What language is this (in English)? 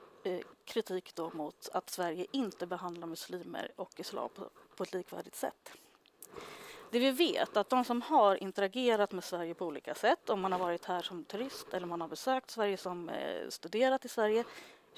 Swedish